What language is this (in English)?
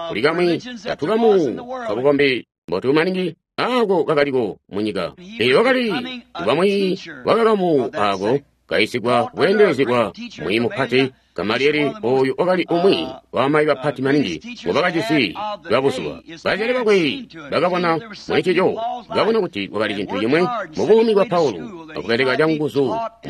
Tonga (Zambia)